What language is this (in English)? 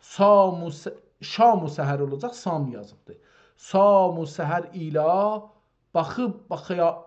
South Azerbaijani